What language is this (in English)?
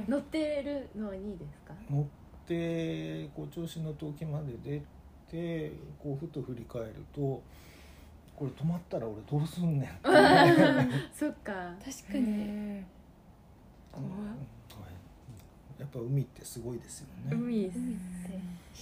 Japanese